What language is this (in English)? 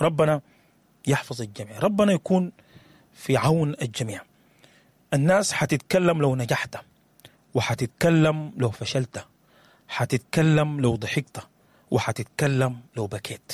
Sudanese Arabic